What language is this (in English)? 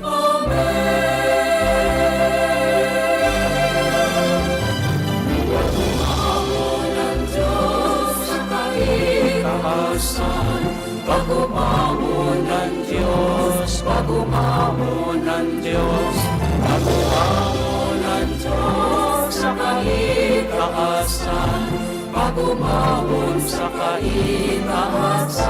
Bikol